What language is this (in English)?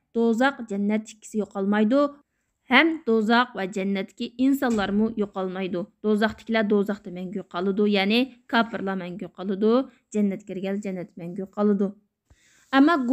Uyghur